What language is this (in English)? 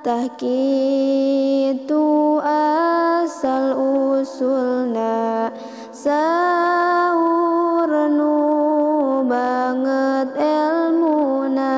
Sundanese